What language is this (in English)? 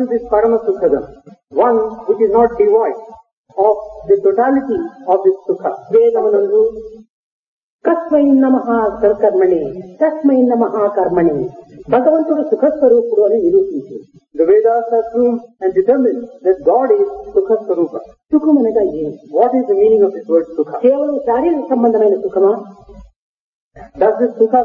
Telugu